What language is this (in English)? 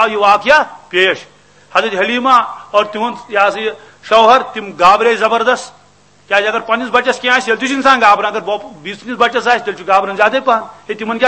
Kashmiri